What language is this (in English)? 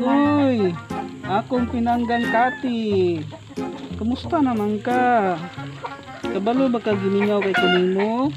Cebuano